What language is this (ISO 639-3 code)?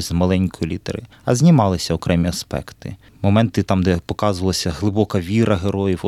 ukr